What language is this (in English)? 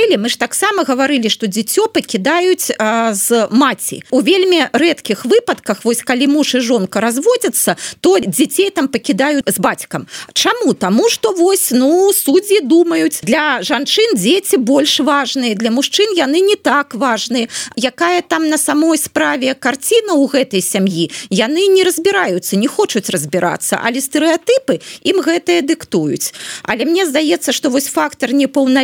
Belarusian